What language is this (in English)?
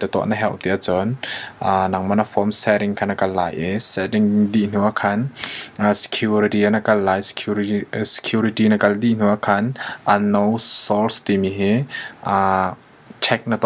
Hakha Chin